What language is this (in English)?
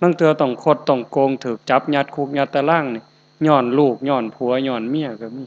Northeastern Thai